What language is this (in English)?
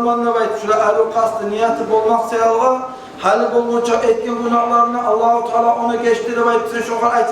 Kumyk